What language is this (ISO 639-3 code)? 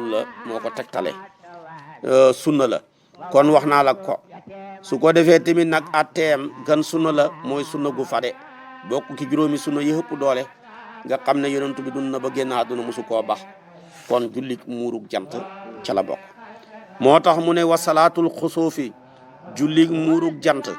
wol